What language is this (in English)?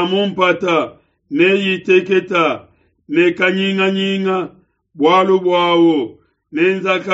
Luba-Lulua